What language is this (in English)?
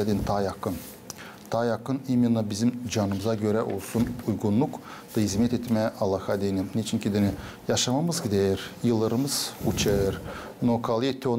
Gagauz